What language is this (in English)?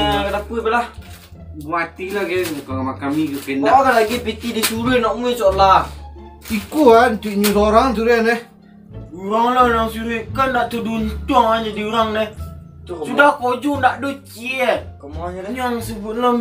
Minangkabau